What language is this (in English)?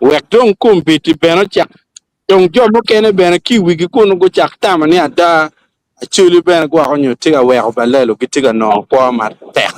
Acoli